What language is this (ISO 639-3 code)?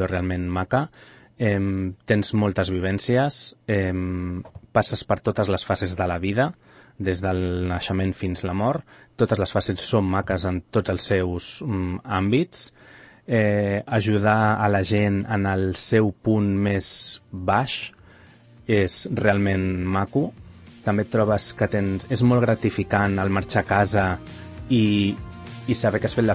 cat